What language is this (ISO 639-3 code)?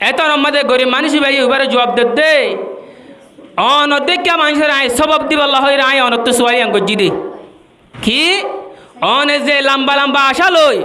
rhg